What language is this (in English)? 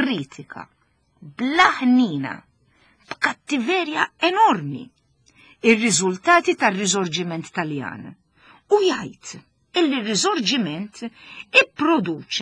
Maltese